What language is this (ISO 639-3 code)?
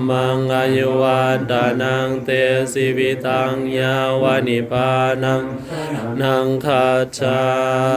pli